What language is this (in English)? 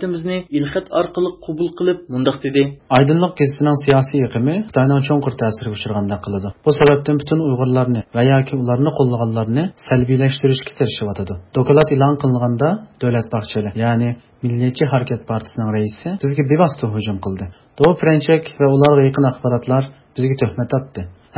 Uyghur